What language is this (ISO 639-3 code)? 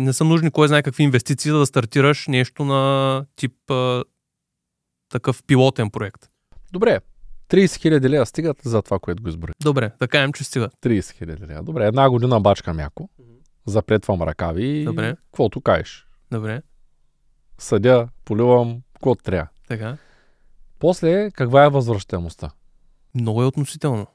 bul